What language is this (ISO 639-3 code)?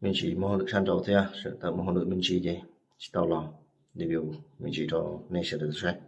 hmn